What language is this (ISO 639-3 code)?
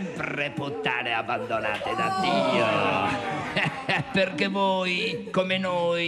ita